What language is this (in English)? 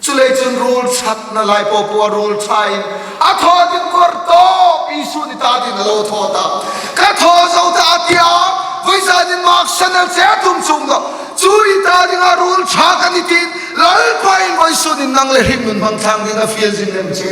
Hmar